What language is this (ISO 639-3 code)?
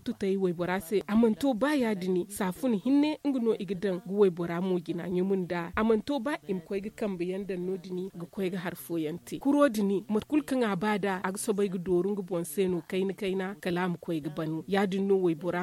dje